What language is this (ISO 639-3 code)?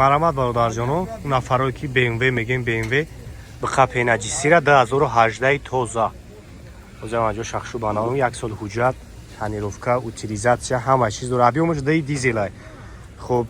tgk